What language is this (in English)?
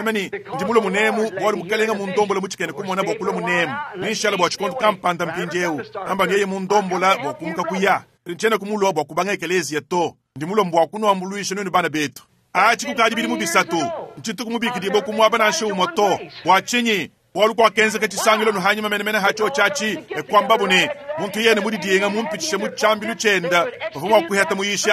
Luba-Lulua